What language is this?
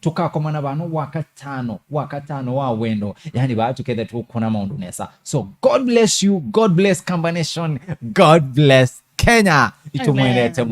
Kamba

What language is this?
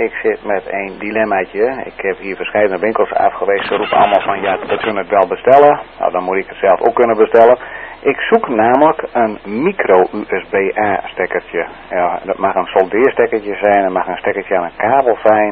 Dutch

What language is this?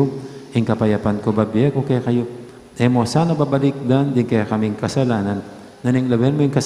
Pampanga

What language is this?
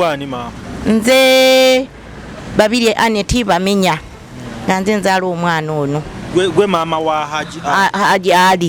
Ganda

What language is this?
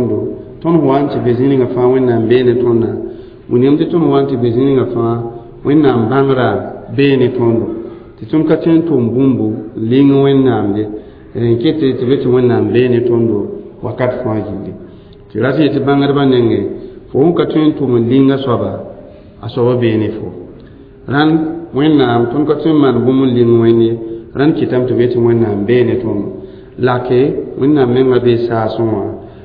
Mossi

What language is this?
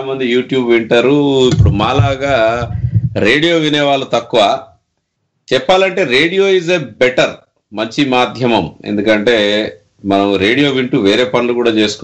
Telugu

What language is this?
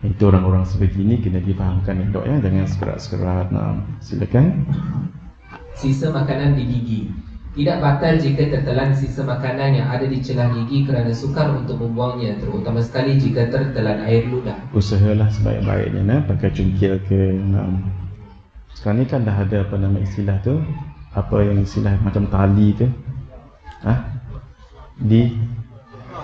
Malay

